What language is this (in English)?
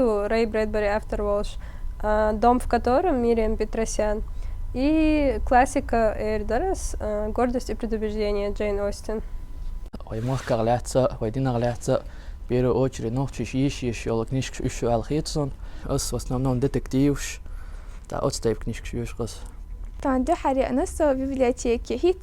Chechen